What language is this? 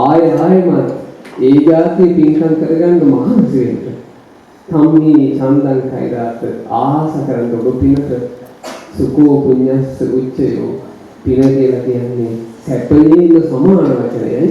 Sinhala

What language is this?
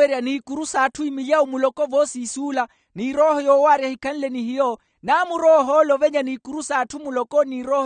Makhuwa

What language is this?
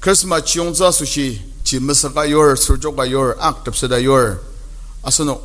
Ao Naga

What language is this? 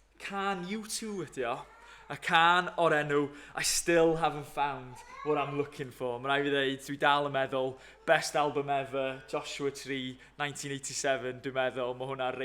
Welsh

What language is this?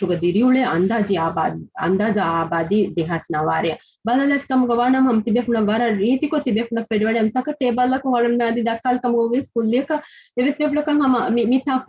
Divehi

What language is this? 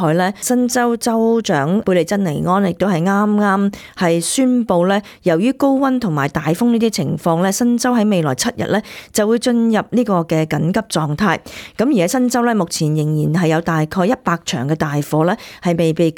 Cantonese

